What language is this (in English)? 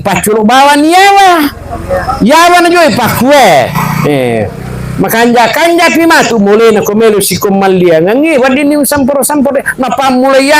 Buginese